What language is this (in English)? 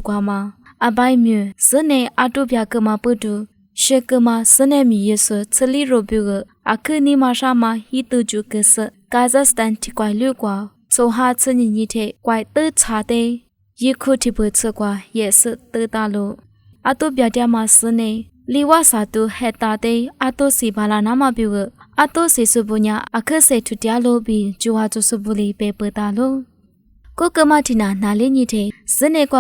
Lisu